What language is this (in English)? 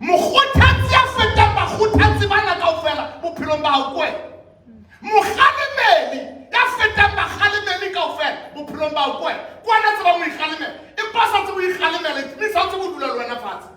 Southern Sotho